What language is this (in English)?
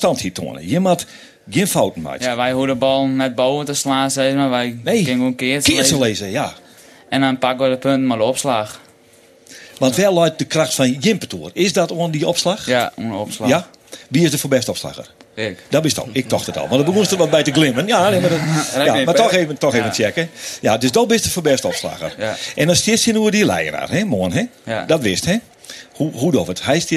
Western Frisian